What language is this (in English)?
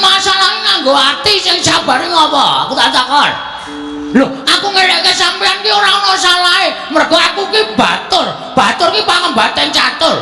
Javanese